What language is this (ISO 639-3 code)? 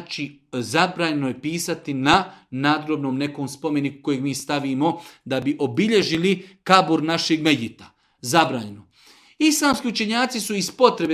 bos